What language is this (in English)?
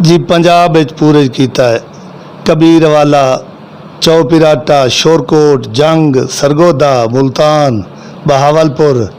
Western Panjabi